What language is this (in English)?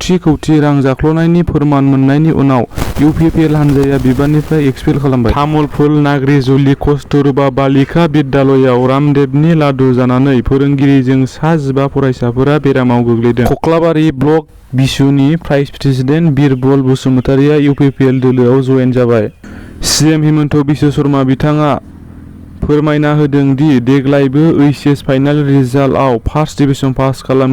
Bodo